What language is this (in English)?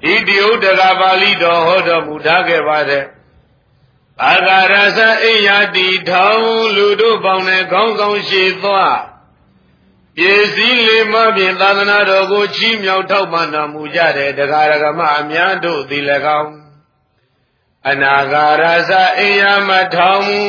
Burmese